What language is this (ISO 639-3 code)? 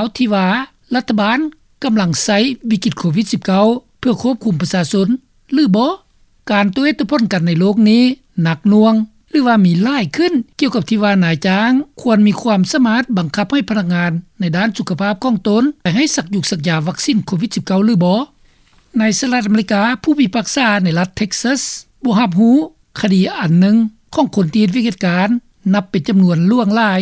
lao